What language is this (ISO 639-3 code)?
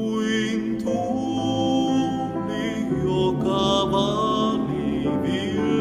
fin